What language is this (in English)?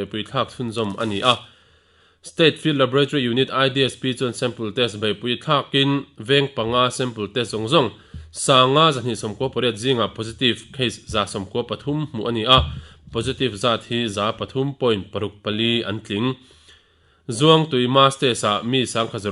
Mizo